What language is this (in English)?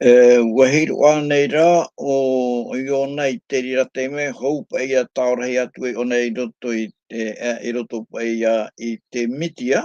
Tahitian